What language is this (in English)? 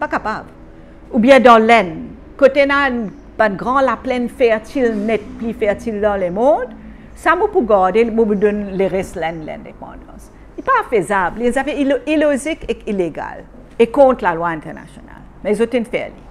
Morisyen